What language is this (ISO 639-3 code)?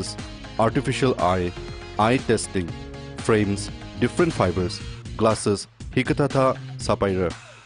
nmf